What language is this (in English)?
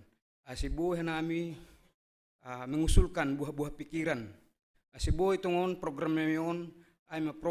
Batak Simalungun